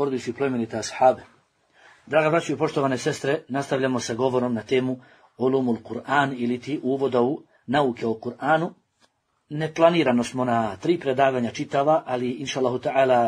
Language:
Bosnian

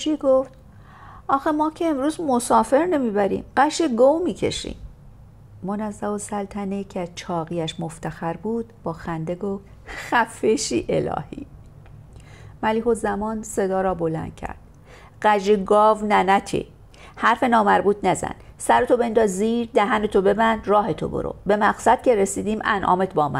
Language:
Persian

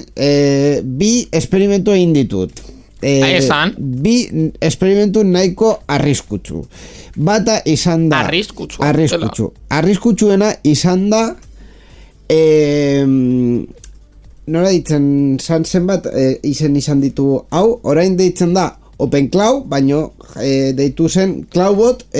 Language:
Basque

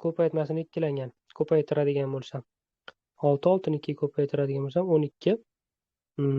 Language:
Uzbek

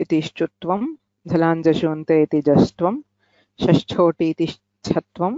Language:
Sanskrit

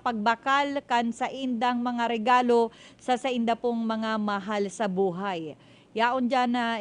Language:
Bikol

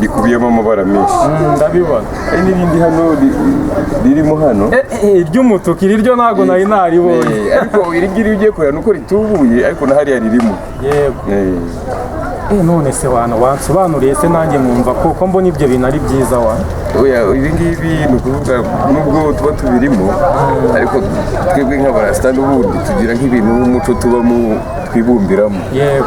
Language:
Kinyarwanda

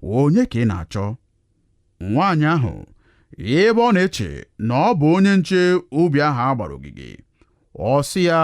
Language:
Igbo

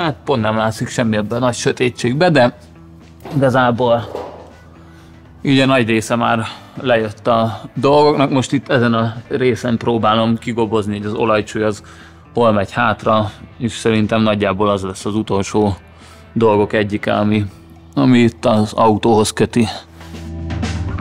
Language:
Hungarian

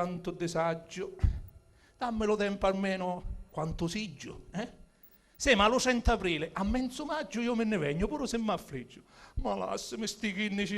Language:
Sicilian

